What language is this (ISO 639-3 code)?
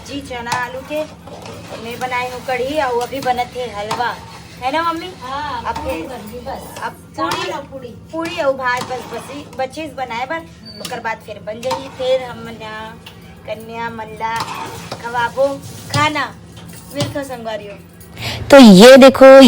hne